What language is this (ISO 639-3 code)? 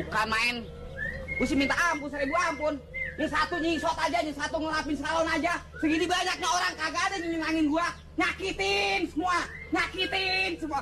bew